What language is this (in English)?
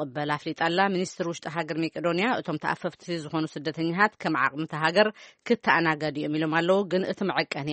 Tigrinya